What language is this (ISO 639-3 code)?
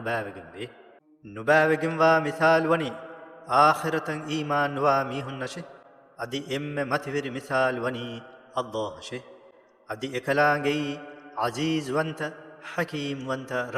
div